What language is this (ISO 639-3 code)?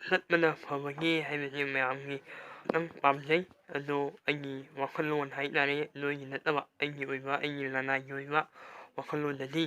mni